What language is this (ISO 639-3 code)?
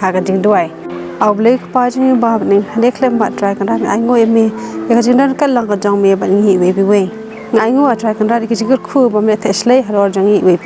kha